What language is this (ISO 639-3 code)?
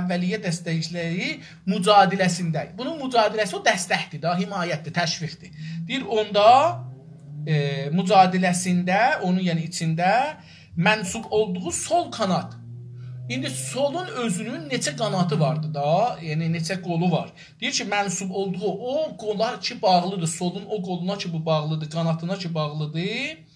azb